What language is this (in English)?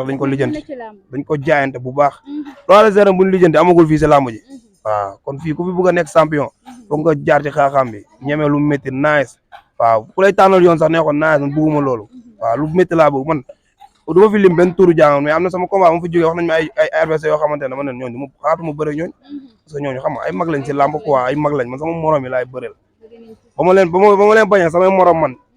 Wolof